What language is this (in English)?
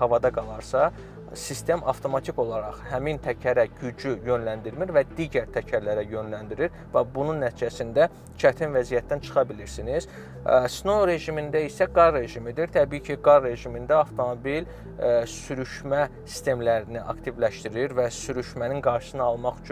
Azerbaijani